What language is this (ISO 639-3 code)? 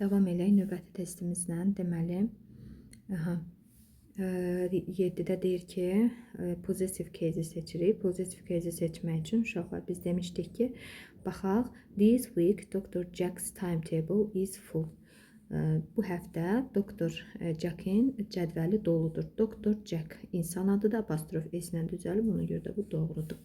aze